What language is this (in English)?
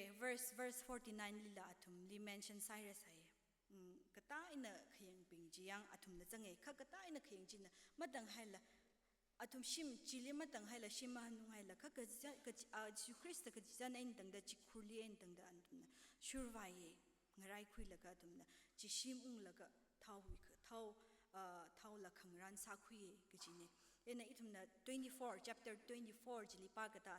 Tangkhul Naga (India)